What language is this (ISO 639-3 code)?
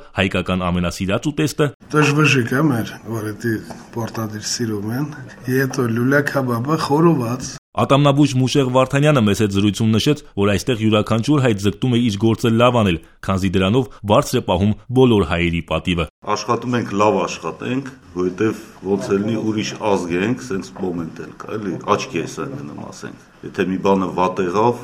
hye